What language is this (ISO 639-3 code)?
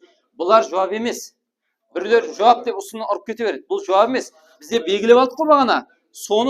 kaa